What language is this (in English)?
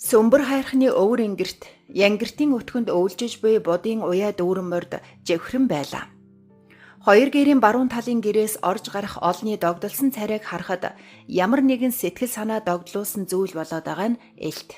Mongolian